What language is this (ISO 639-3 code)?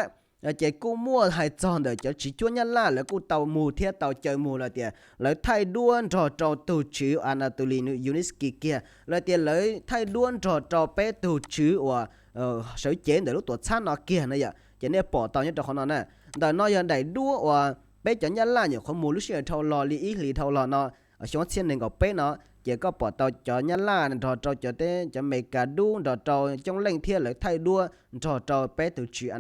hmn